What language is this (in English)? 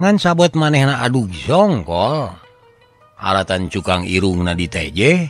Sundanese